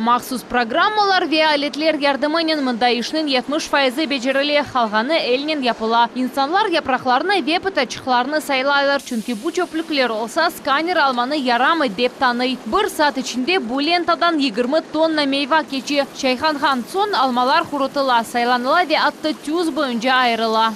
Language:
Crimean Tatar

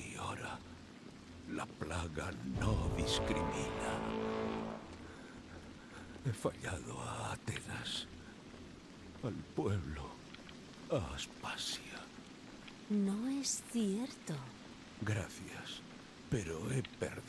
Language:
Spanish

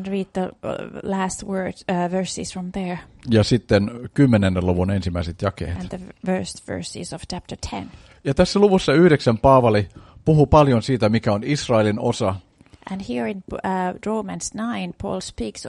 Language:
Finnish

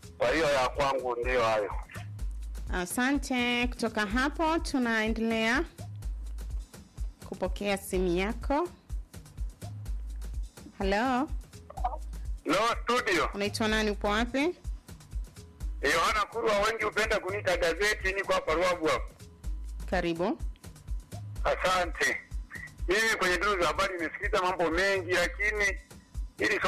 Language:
Swahili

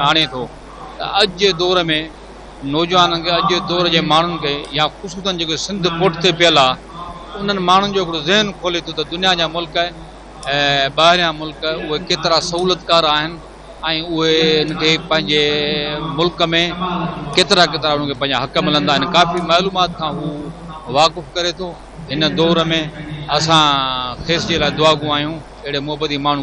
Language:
Sindhi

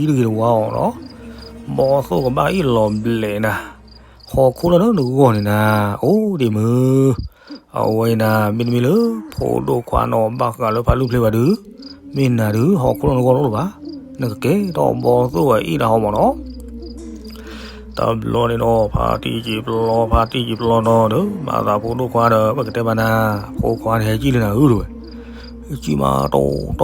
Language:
S'gaw Karen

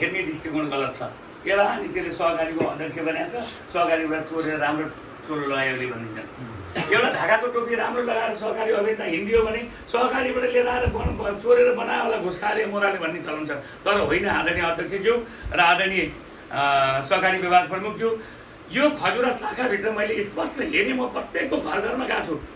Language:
Nepali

